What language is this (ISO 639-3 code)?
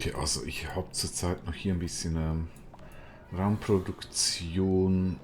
gsw